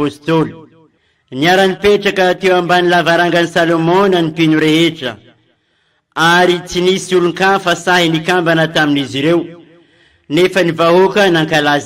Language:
Malagasy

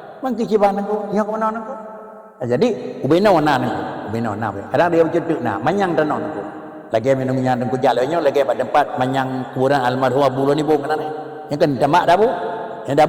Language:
Achinese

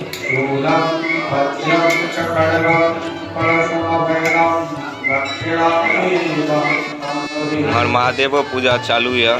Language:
Maithili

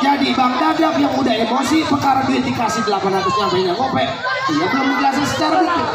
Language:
Betawi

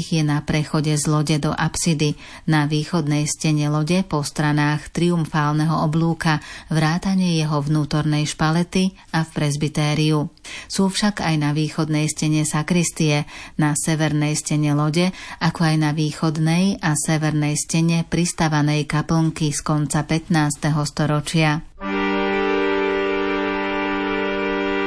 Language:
Slovak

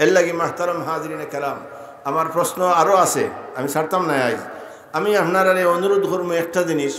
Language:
Sylheti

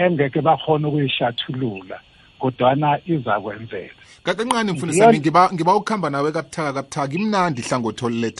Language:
South Ndebele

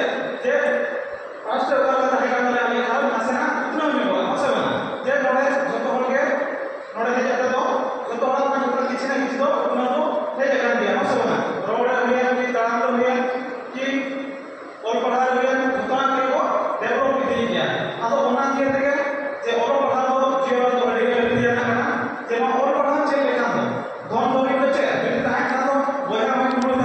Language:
Santali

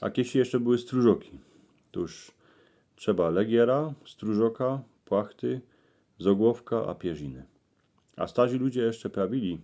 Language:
Silesian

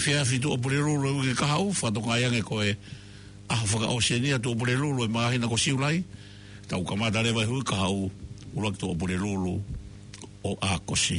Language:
Tongan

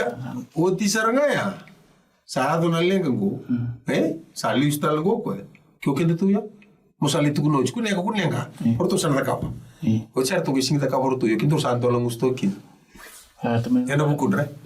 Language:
Fijian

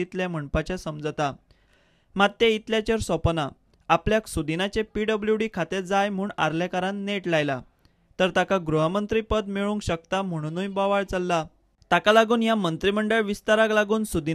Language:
Konkani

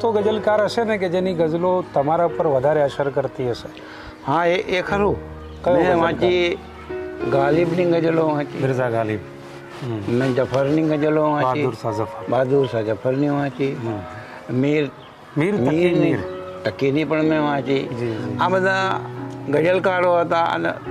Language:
Gujarati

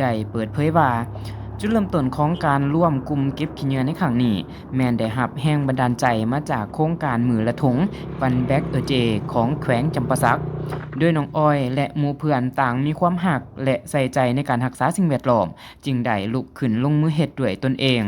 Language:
Lao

